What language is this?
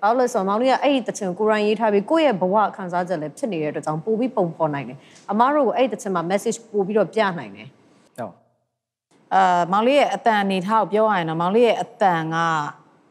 Burmese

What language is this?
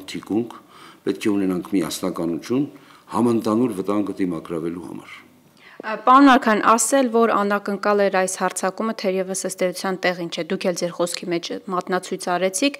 Armenian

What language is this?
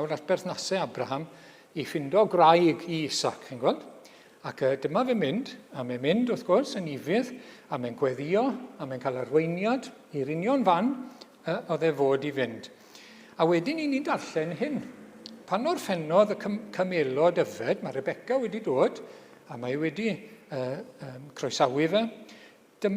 Welsh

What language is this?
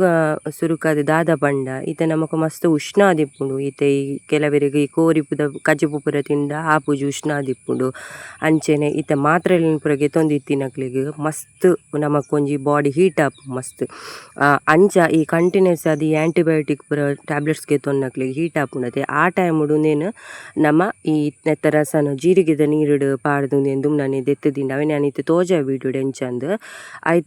Tulu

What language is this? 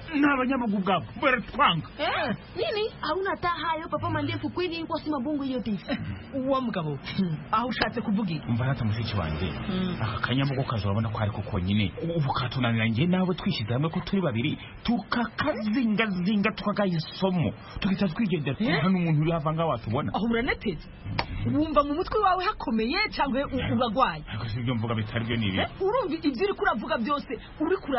Kinyarwanda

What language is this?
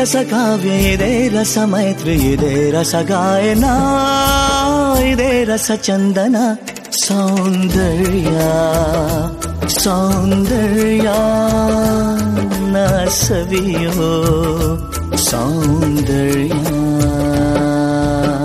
Kannada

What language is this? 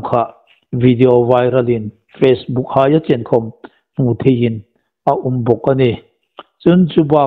Hmar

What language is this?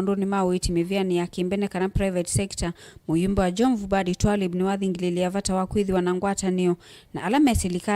Kamba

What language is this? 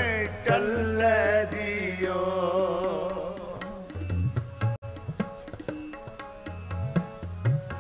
Punjabi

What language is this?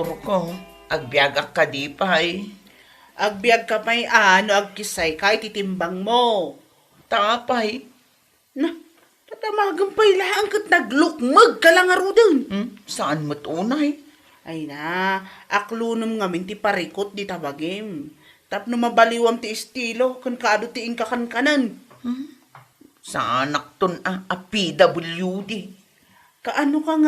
Iloko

